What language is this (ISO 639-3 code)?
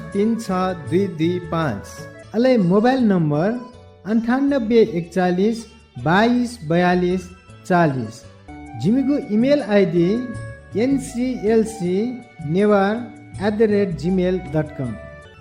new